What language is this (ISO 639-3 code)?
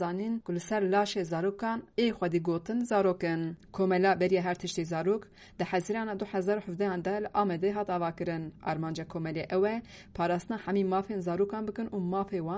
kur